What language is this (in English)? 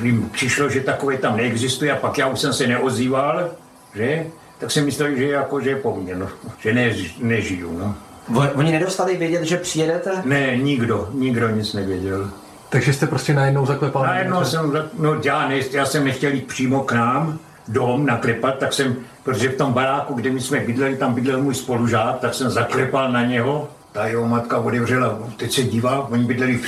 Czech